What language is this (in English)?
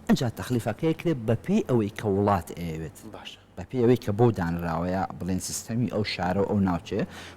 Central Kurdish